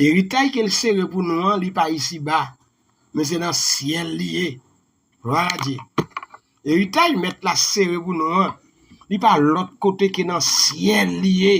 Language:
Haitian Creole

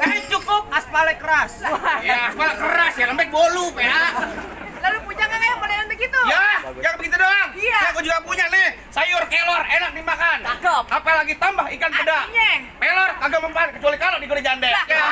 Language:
Betawi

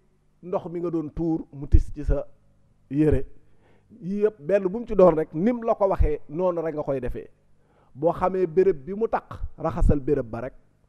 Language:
Wolof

